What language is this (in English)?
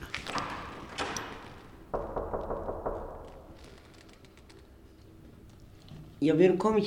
Icelandic